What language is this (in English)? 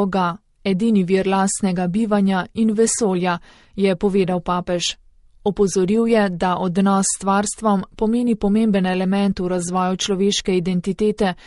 Slovenian